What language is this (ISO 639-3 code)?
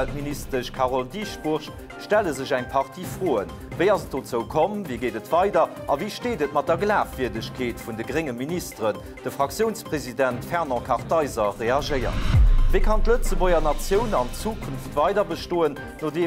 ltz